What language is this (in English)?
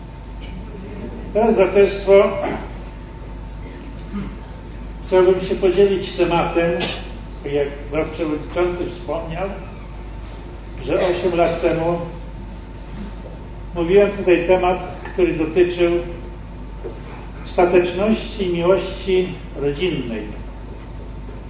Polish